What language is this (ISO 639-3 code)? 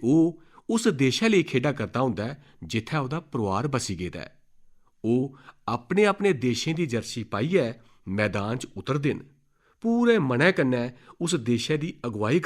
doi